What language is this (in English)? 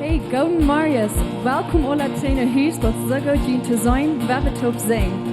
Plautdietsch